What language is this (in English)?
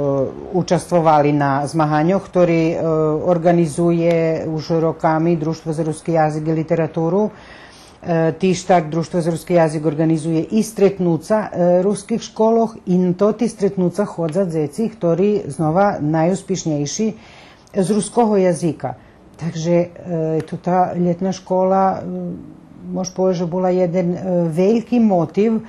Rusyn